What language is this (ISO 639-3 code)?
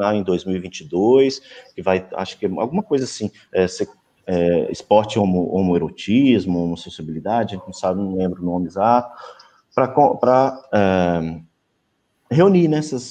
por